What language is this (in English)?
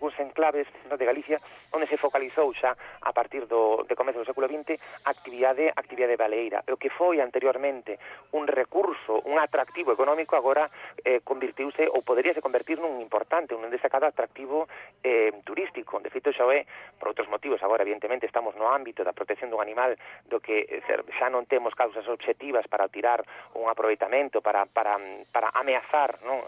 Galician